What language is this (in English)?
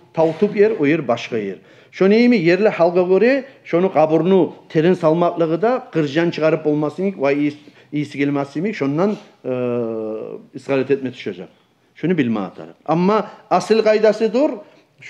Kumyk